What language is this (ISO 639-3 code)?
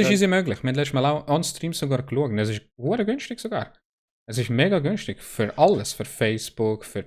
gsw